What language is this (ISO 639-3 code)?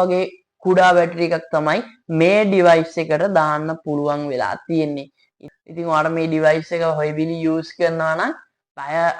sin